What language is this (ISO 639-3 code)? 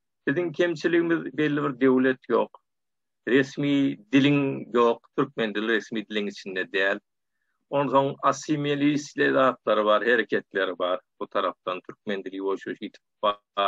tuk